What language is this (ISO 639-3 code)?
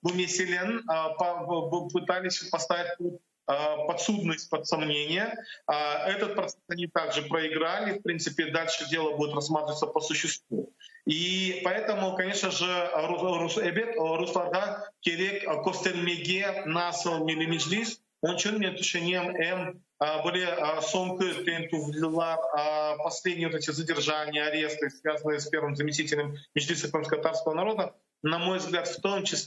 crh